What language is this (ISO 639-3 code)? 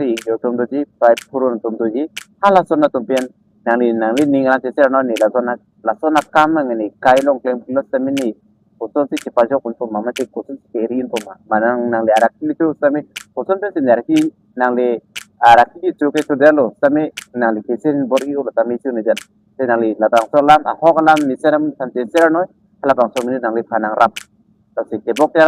mjw